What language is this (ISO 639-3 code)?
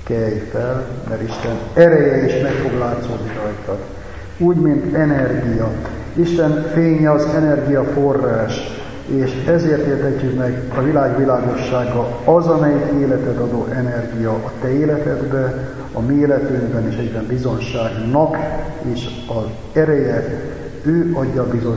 hun